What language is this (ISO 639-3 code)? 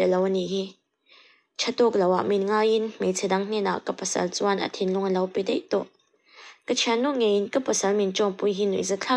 lus